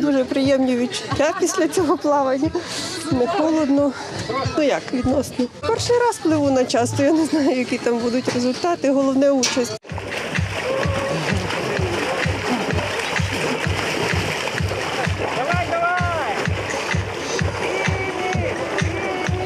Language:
Ukrainian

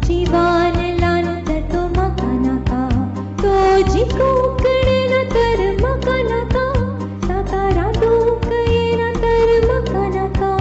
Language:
Konkani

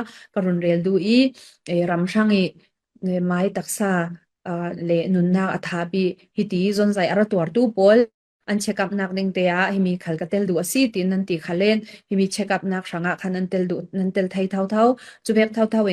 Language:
Falam Chin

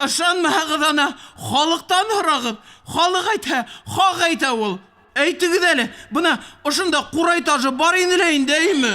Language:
Bashkir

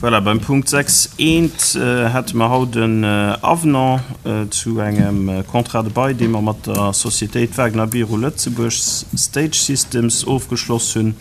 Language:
Luxembourgish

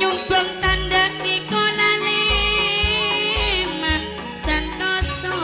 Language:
Madurese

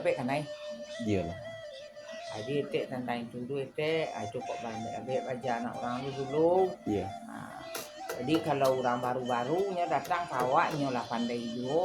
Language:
Minangkabau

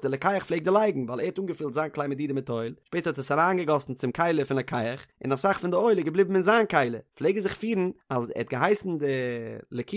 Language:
Yiddish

